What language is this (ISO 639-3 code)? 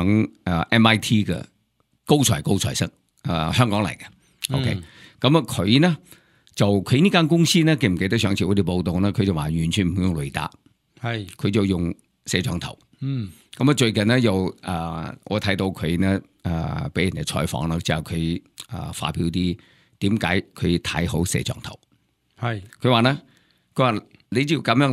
yue